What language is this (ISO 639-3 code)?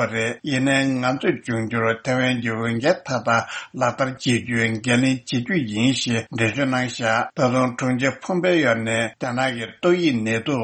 bod